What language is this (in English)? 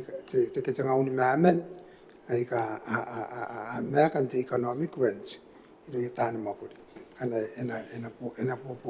Gilbertese